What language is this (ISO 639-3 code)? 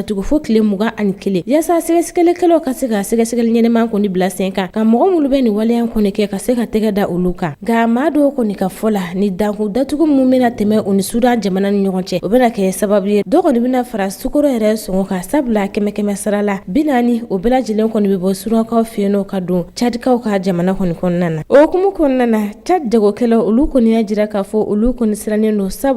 bam